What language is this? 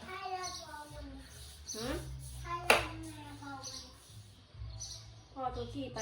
Northeastern Thai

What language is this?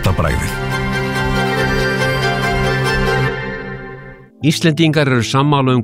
Icelandic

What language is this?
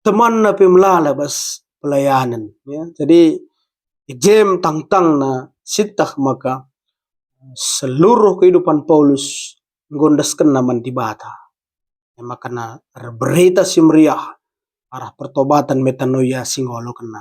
Batak Karo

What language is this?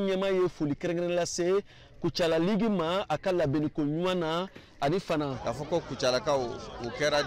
Bambara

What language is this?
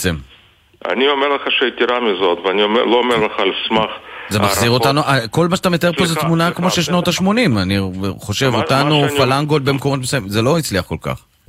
Hebrew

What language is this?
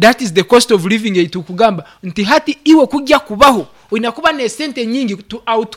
Nyankole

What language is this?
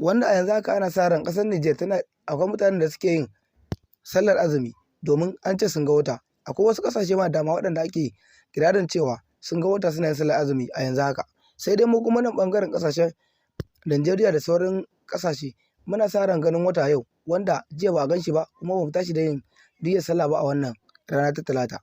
Hausa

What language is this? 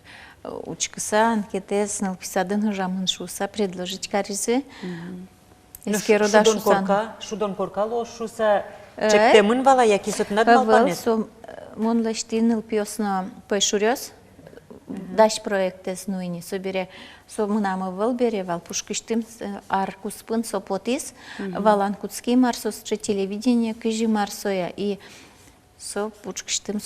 Udmurt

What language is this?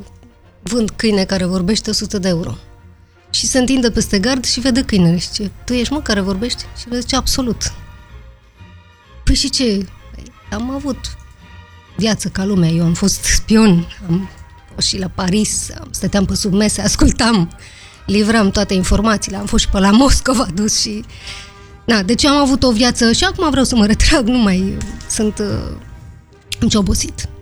Romanian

